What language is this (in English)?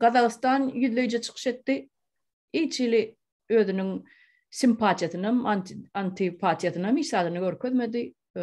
Turkmen